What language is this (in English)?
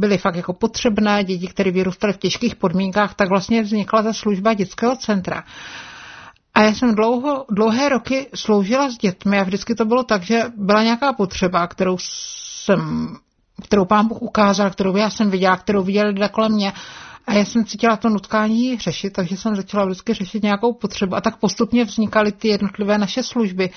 Czech